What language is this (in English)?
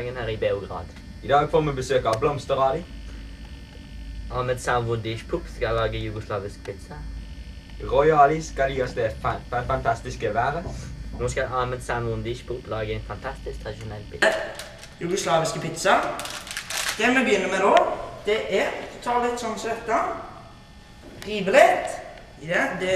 Norwegian